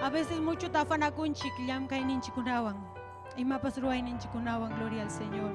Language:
Ayacucho Quechua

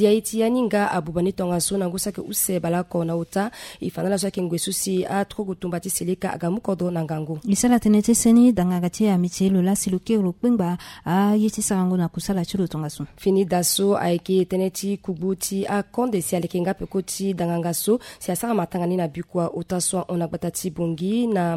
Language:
Sango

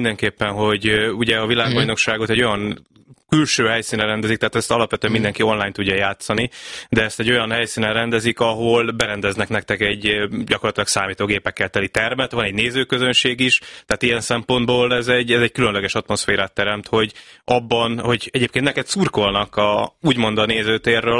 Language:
Hungarian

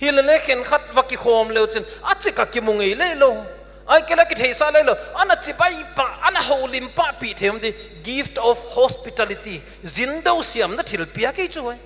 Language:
Paite Chin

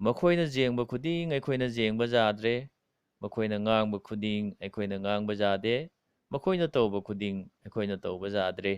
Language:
Manipuri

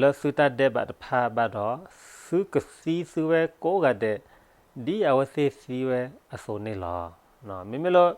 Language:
S'gaw Karen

